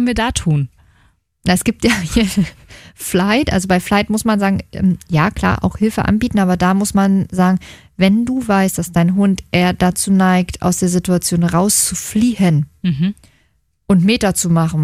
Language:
German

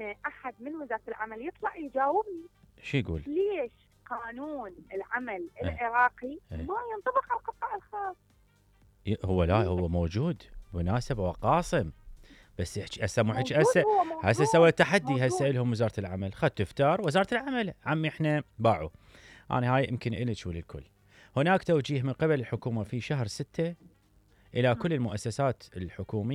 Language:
Mesopotamian Arabic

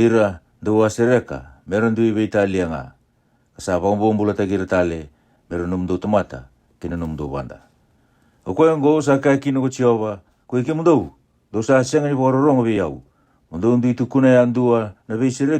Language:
Fijian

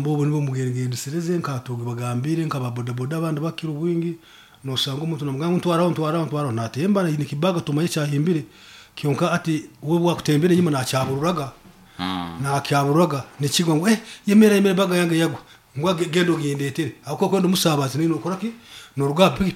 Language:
Nyankole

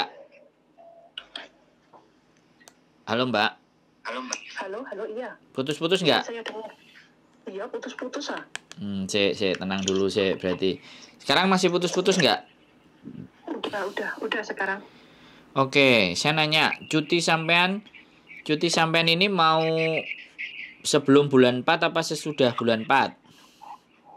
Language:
Indonesian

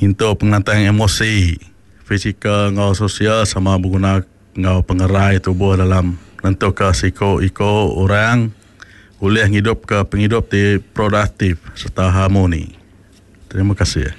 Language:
Iban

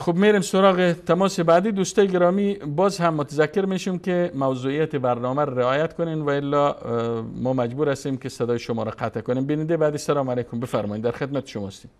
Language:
Persian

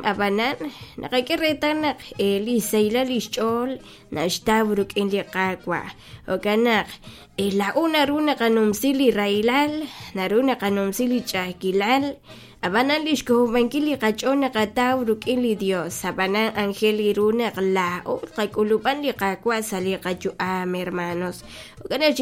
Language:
Kekchí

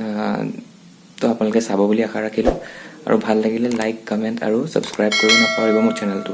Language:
Assamese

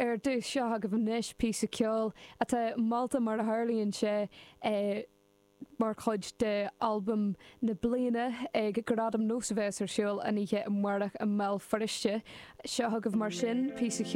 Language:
Irish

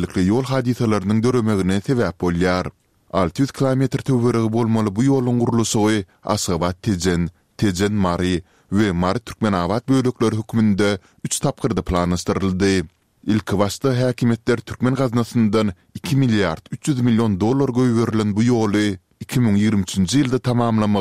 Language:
Turkmen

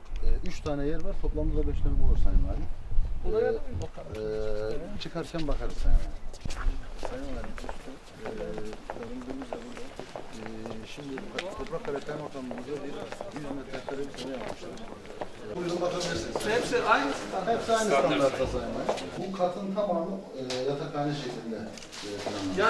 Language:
Turkish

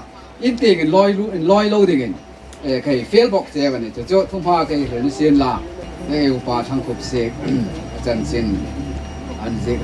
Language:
Hmar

